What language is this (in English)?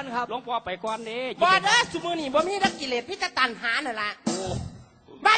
Northeastern Thai